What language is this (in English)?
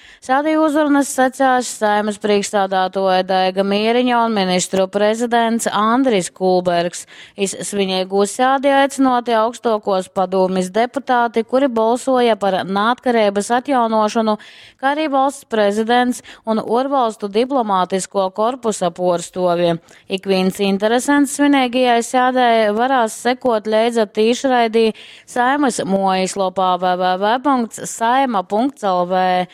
Latgalian